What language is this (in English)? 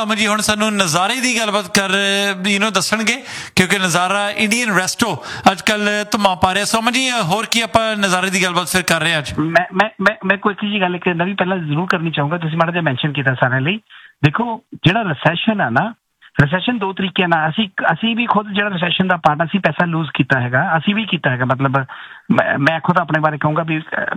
Punjabi